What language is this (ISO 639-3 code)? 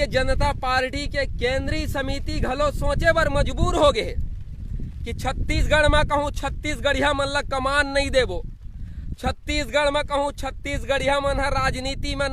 hne